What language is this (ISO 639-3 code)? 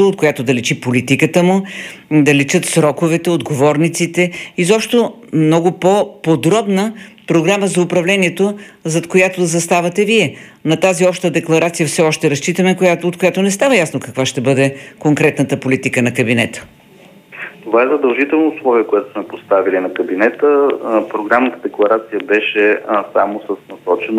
bul